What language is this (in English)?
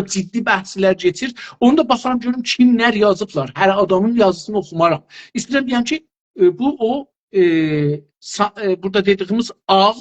South Azerbaijani